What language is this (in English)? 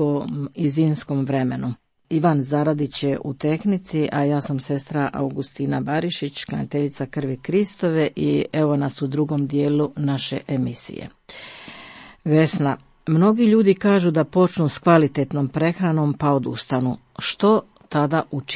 Croatian